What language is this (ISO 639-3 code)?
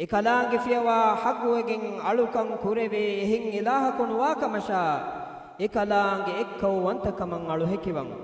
div